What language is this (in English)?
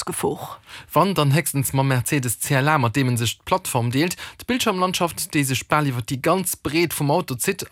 Luxembourgish